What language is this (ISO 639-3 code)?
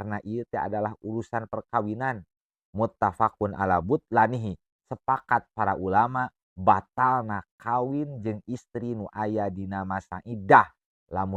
sun